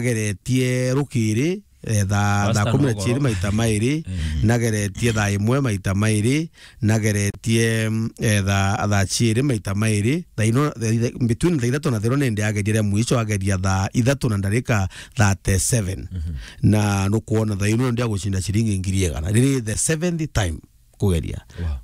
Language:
Meru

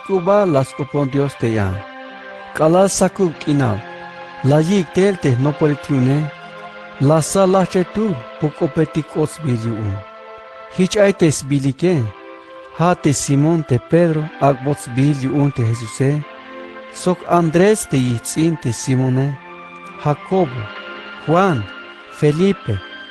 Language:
Tzeltal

